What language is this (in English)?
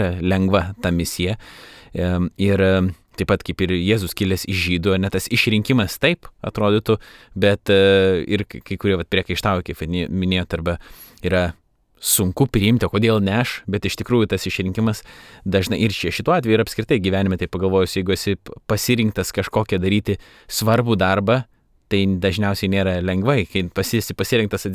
Lithuanian